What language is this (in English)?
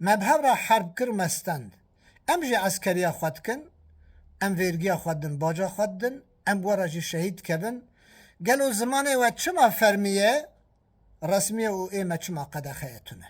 Kurdish